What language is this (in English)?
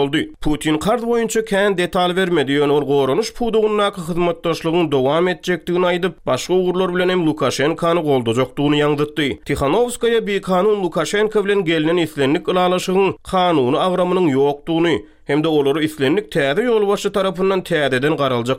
Turkmen